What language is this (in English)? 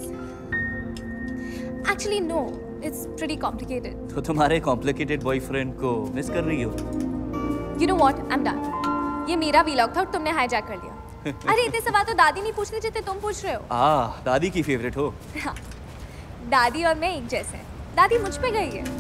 Hindi